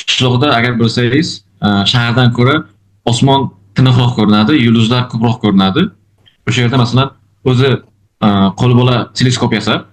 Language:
Uzbek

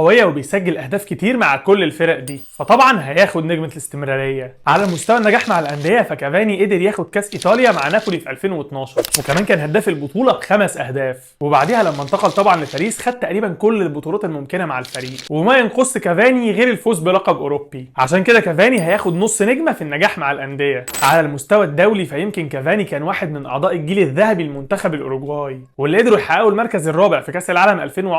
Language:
Egyptian Arabic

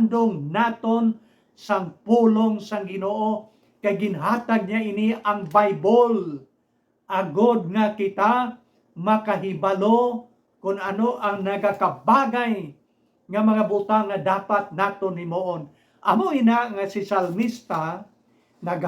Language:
Hiligaynon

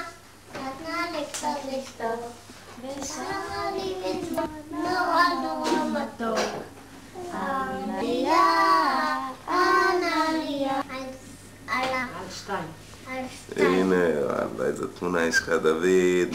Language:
Hebrew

